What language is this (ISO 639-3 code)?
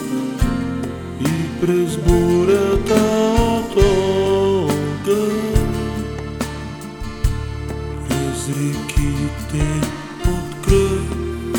bul